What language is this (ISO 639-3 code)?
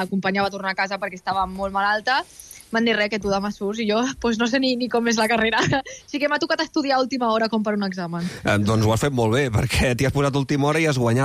cat